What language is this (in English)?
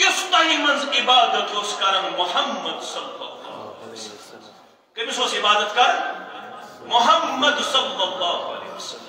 Kashmiri